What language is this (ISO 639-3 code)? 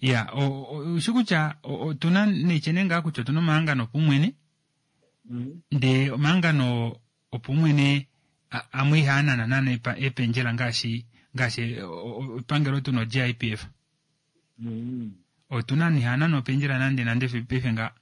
kua